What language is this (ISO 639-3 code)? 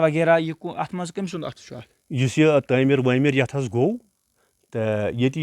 kas